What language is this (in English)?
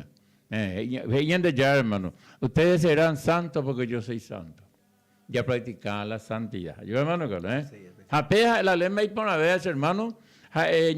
Guarani